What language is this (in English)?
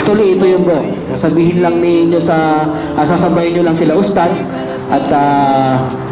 Filipino